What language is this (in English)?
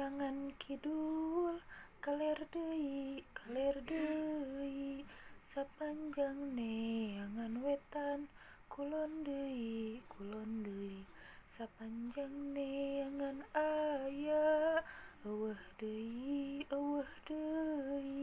Sundanese